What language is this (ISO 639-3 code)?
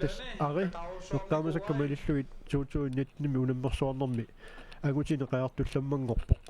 kal